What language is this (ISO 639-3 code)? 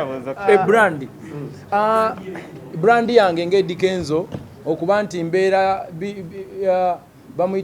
lug